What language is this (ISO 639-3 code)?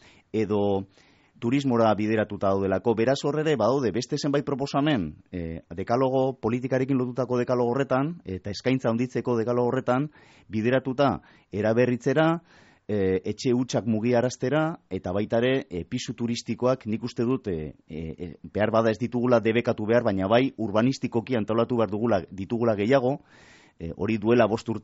eus